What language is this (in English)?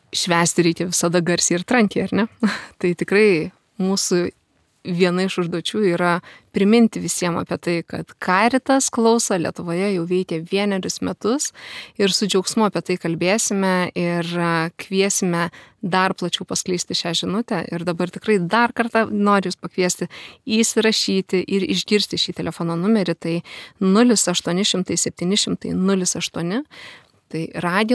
Lithuanian